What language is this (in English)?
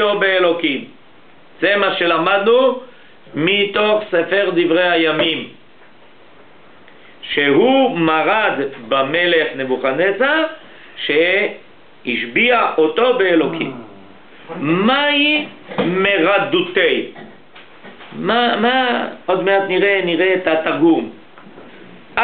Hebrew